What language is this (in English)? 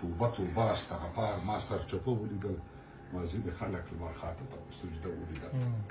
Pashto